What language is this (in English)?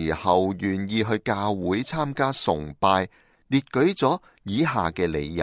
Cantonese